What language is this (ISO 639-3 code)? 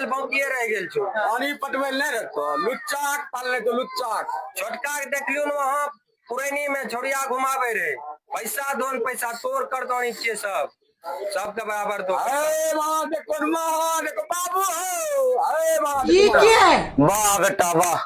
mai